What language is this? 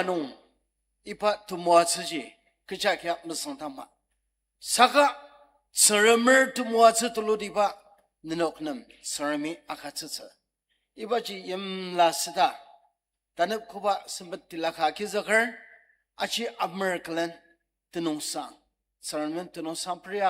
Ao Naga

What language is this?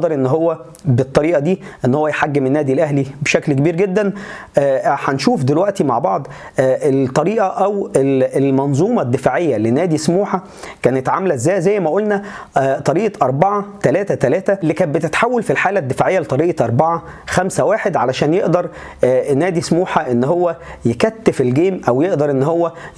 Egyptian Arabic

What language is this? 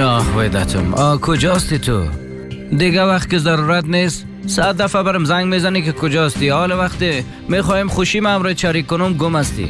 Persian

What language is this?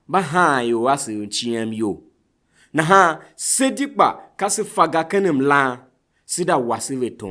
Tiv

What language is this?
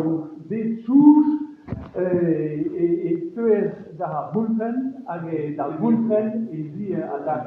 Breton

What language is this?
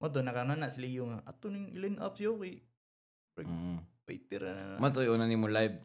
Cebuano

